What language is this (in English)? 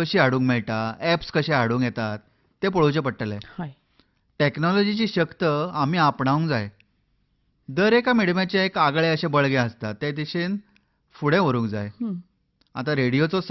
Konkani